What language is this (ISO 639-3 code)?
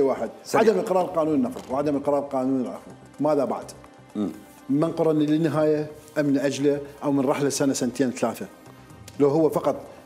acm